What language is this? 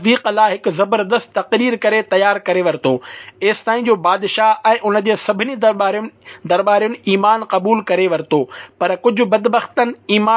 Sindhi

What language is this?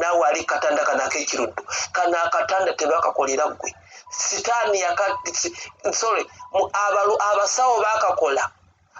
Ganda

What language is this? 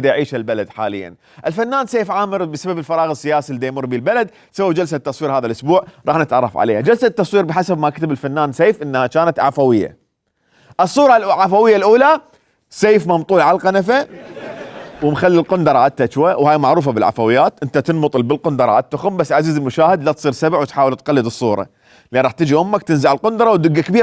Mesopotamian Arabic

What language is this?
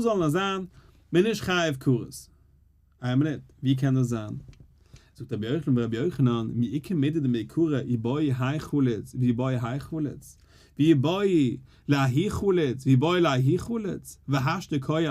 Yiddish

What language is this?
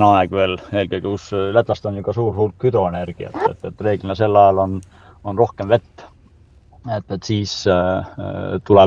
Estonian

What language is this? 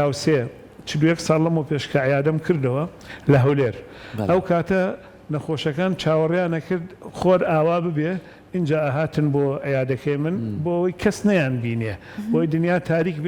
Central Kurdish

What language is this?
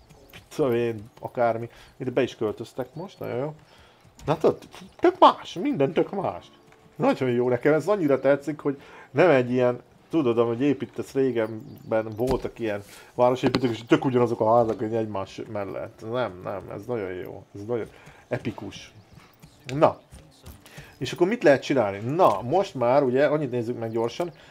Hungarian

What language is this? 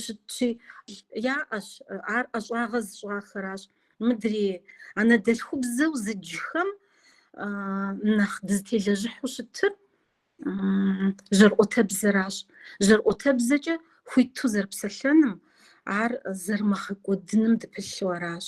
Kabardian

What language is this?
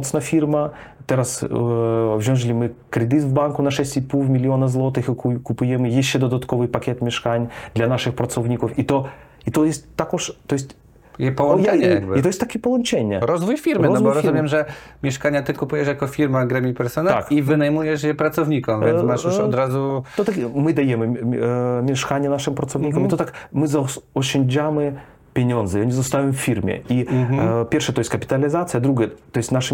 Polish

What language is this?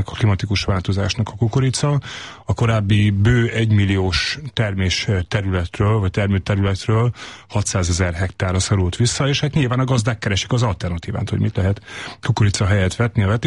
Hungarian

